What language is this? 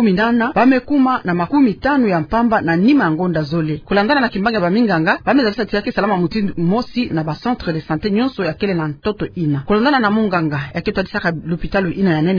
Kituba (Democratic Republic of Congo)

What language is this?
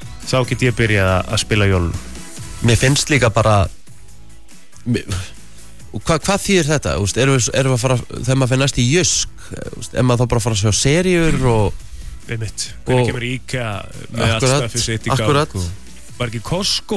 Icelandic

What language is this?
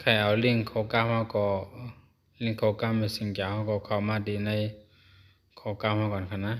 Shan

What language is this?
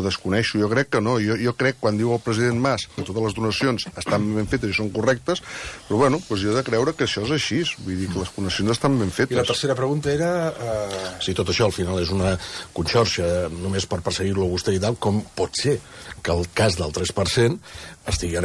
Catalan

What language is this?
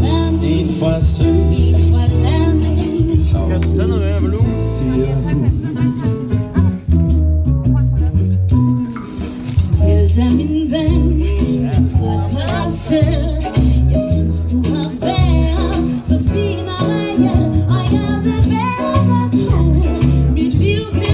Danish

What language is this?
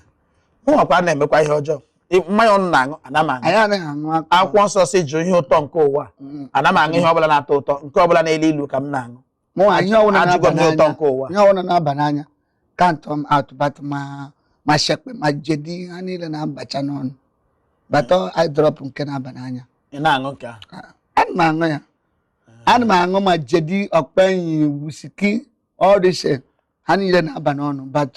Igbo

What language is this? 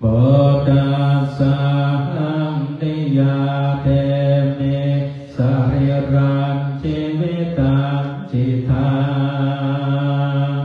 Pali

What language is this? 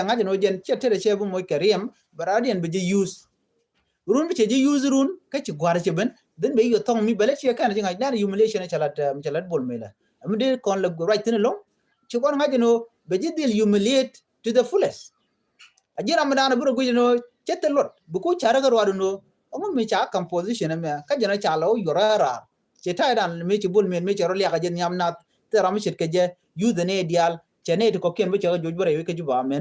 Nuer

